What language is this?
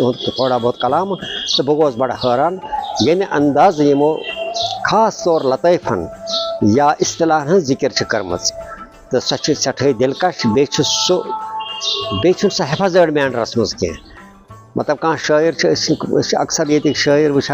Kashmiri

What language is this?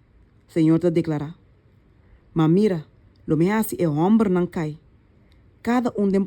Papiamento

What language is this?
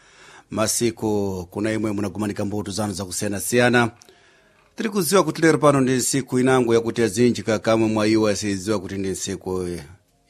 Sena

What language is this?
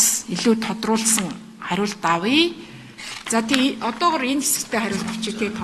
Mongolian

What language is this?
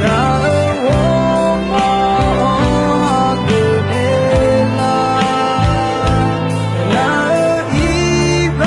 Akha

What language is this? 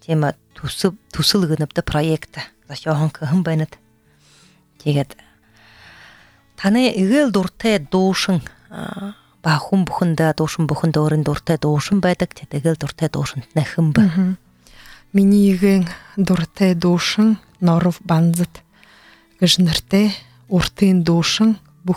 Buriat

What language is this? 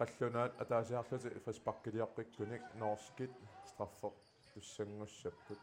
Kalaallisut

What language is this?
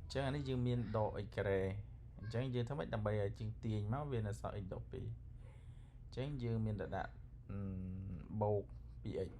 Khmer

